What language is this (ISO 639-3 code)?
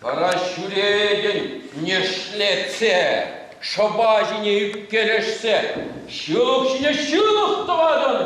chv